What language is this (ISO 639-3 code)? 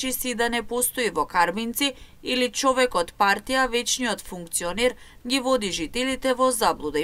mkd